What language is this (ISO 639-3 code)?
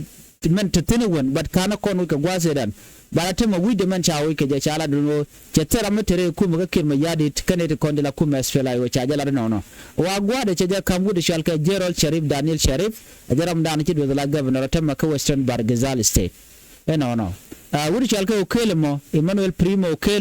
nus